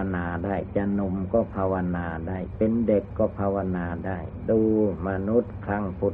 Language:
Thai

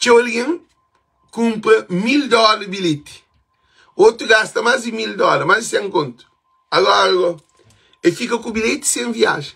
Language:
Kabuverdianu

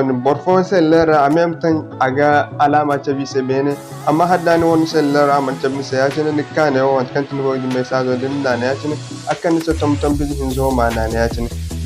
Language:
Zarma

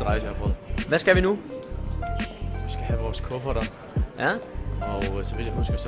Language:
Danish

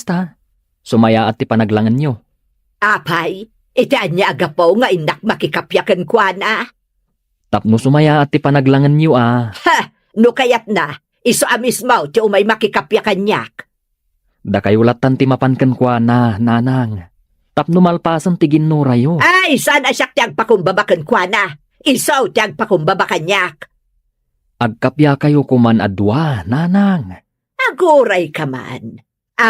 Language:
Iloko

